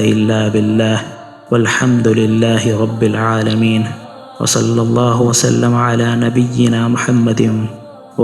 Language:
Divehi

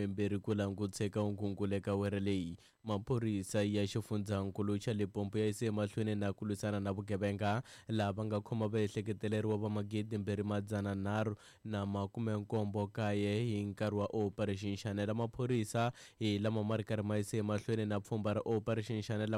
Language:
Tsonga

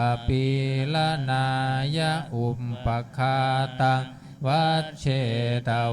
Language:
Pali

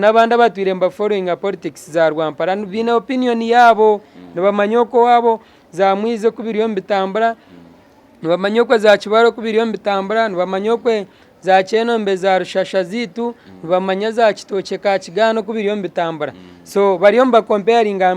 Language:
Nyankole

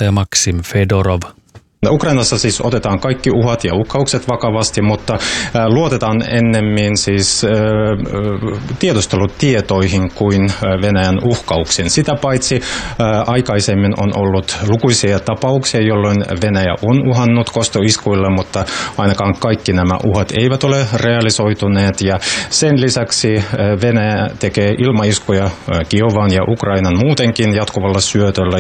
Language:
Finnish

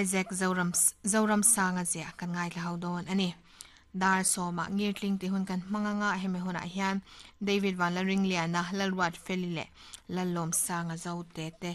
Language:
Mizo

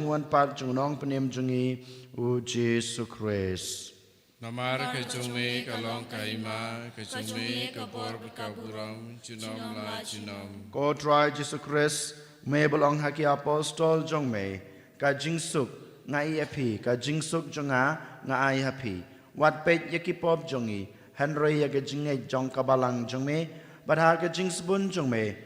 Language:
Khasi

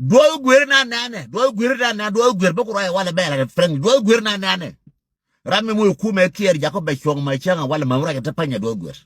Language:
Nuer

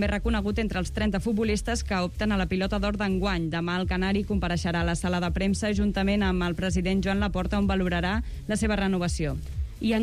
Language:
Catalan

